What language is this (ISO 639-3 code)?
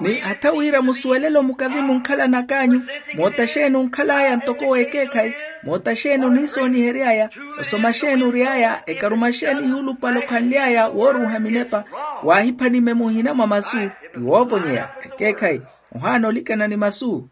vmw